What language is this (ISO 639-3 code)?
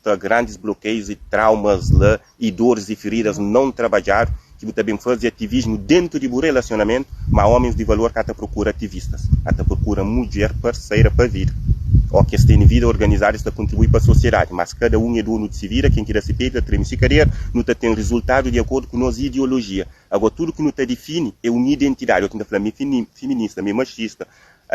kea